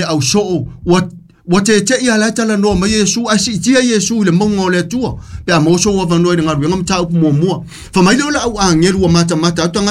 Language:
Samoan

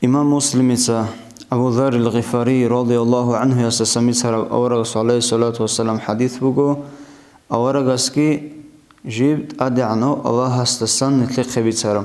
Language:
Avaric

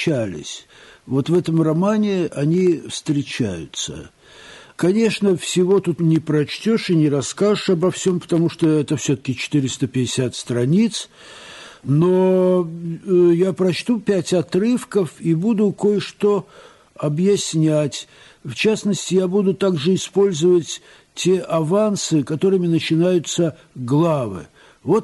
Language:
Russian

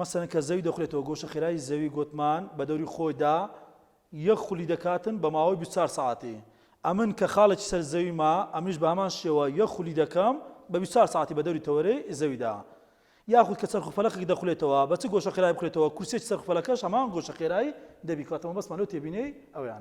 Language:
Central Kurdish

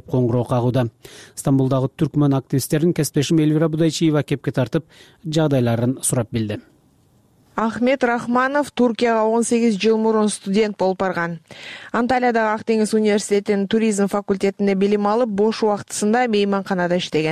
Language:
Kyrgyz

